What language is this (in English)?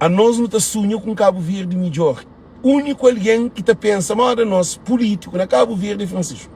Kabuverdianu